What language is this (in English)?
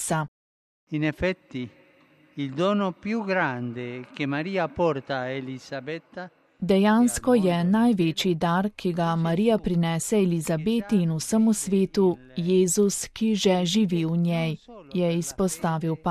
Slovenian